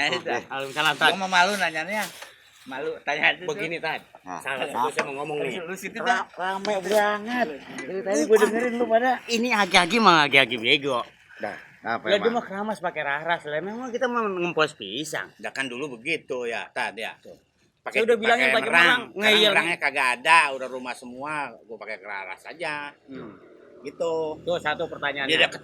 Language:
Betawi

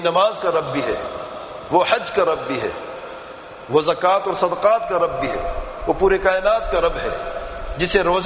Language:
Urdu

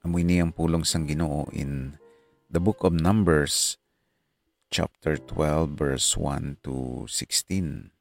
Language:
Hiligaynon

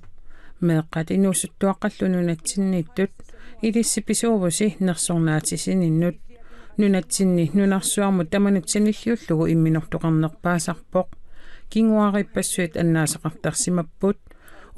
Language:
Kalaallisut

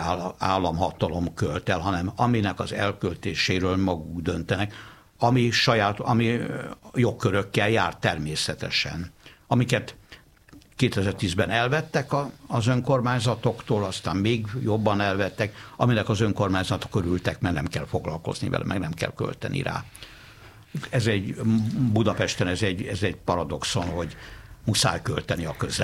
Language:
Hungarian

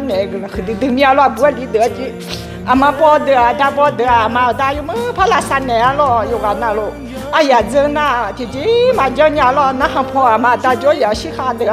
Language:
Akha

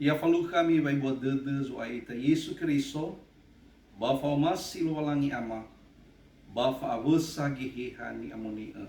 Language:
Nias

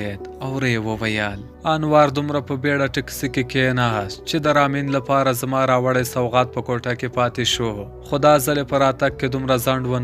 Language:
Pashto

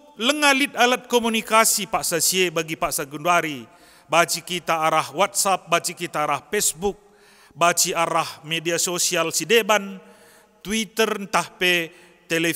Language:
Batak Karo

